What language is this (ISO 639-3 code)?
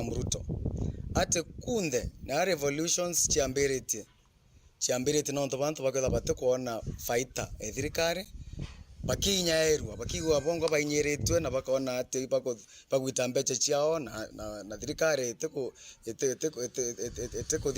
mer